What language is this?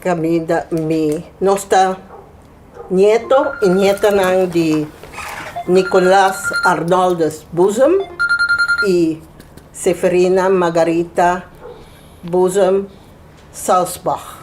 Papiamento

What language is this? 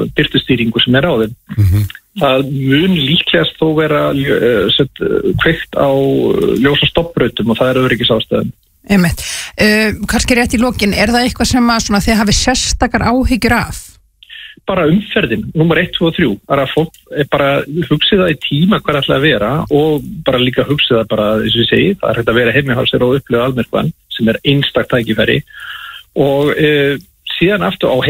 Icelandic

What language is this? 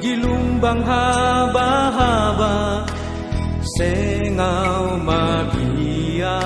Batak Simalungun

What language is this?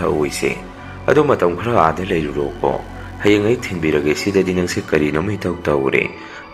Manipuri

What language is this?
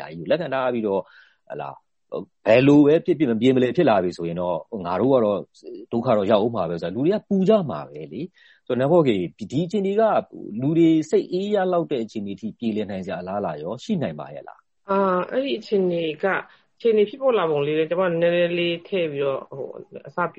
Burmese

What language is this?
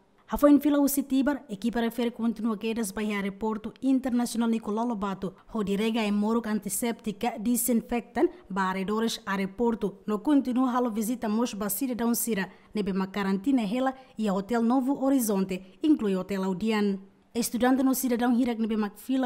Tetum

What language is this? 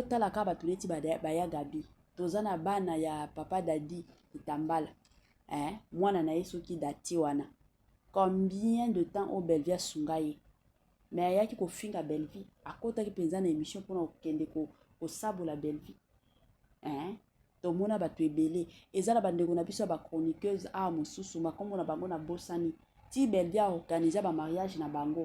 Lingala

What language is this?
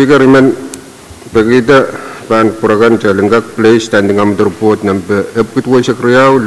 Pohnpeian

